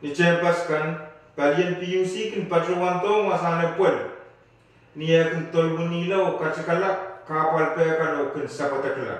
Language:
Pohnpeian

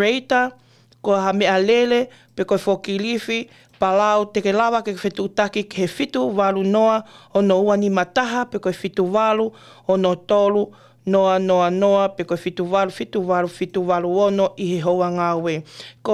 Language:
Tongan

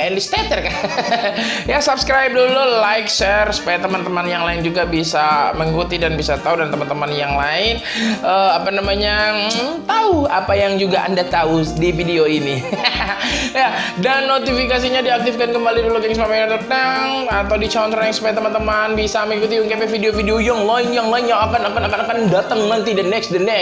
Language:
Manado Malay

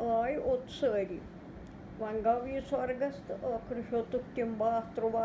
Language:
Kashmiri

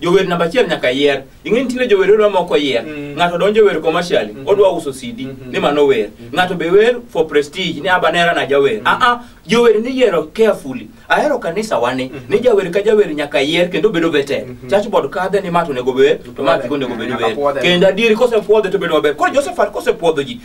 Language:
Luo (Kenya and Tanzania)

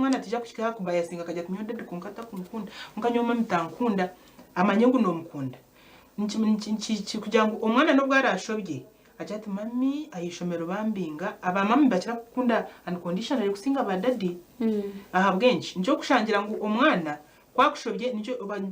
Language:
Nyankole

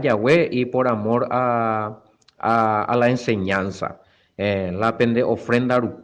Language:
Guarani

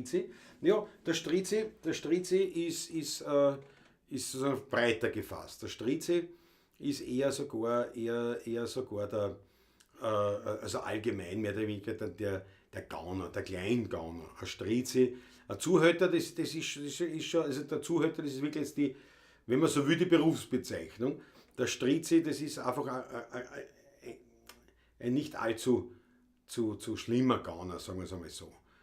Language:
Bavarian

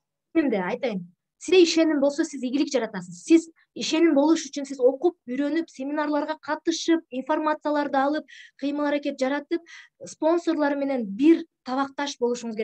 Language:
Kyrgyz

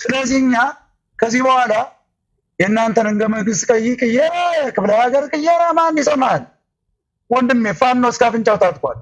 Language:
Amharic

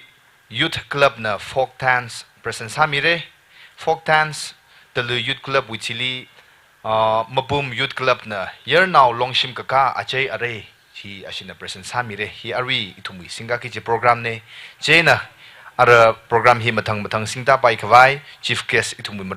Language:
Tangkhul Naga (India)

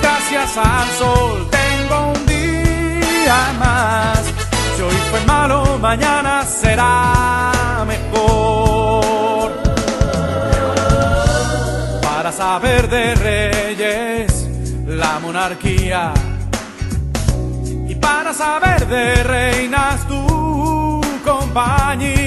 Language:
Spanish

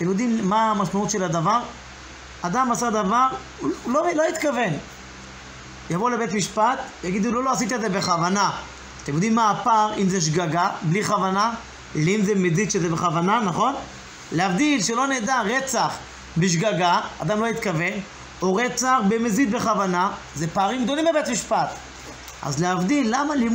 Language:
Hebrew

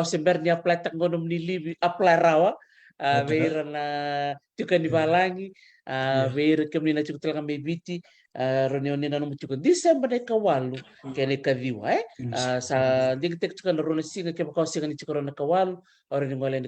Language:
Fijian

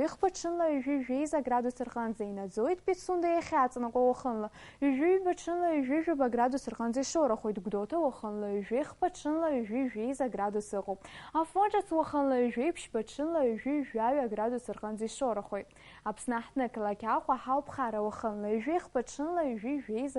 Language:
Abkhazian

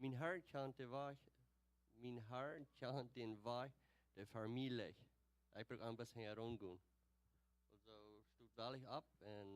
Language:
Plautdietsch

